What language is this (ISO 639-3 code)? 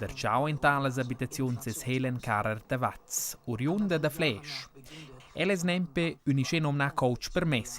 roh